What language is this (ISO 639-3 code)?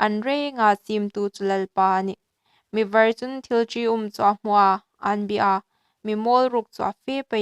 hmr